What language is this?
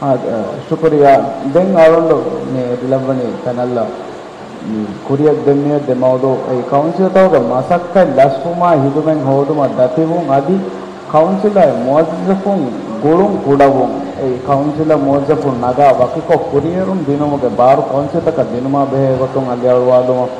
Divehi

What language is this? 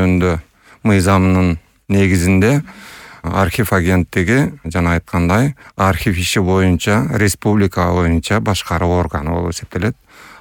Kyrgyz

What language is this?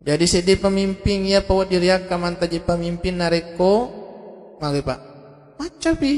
Buginese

